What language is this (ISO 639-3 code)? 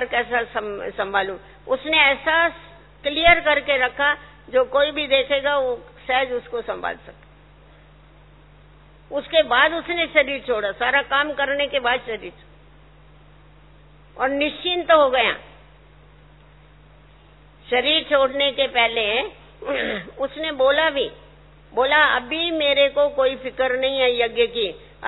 hin